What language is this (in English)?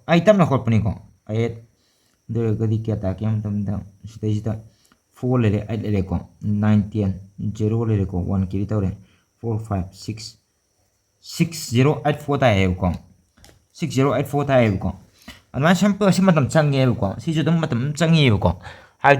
Manipuri